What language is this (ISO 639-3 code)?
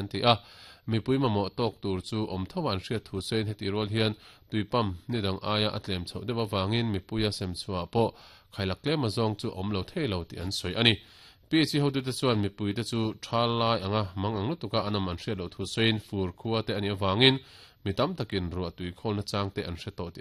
lus